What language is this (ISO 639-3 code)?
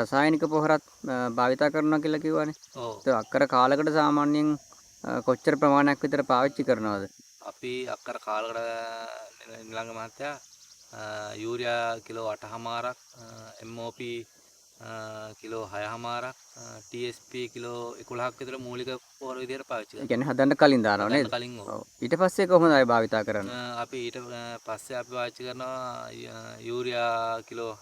sin